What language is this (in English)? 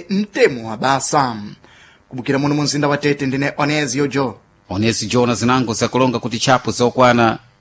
Sena